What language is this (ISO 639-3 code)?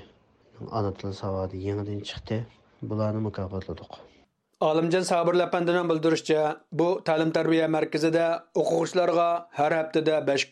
uig